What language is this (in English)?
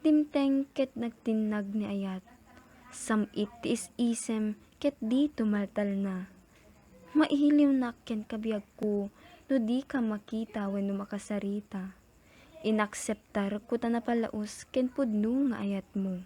Iloko